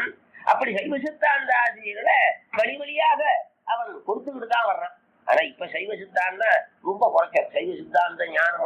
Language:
Tamil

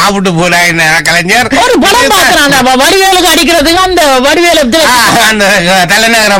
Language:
Tamil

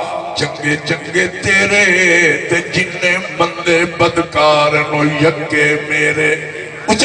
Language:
Saraiki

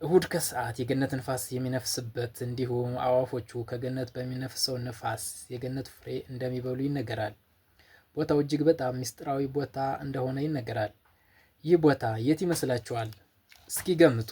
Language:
Amharic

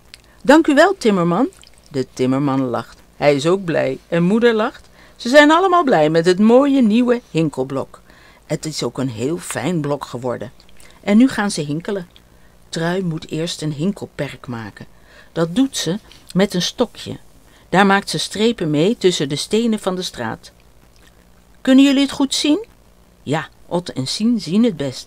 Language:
Dutch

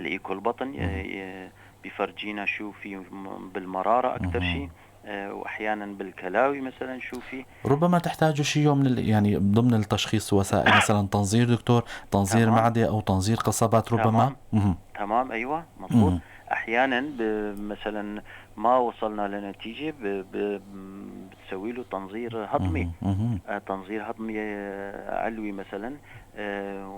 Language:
North Levantine Arabic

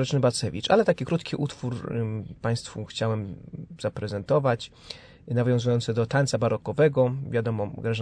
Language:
Polish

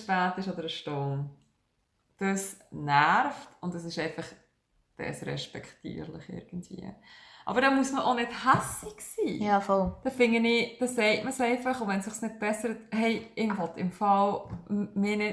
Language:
Swiss German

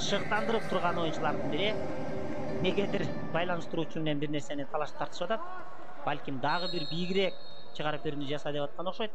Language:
Kyrgyz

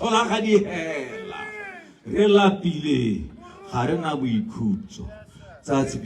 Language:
Tswana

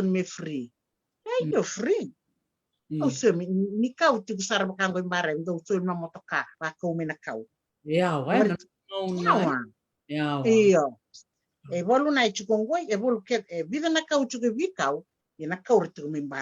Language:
Fijian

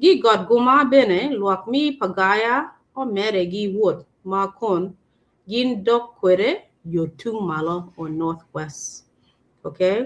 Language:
Acoli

